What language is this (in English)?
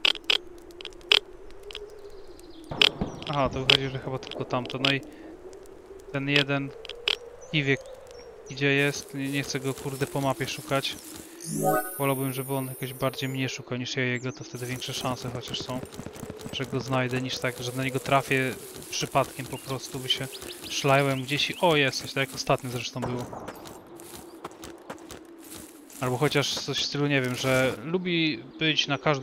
Polish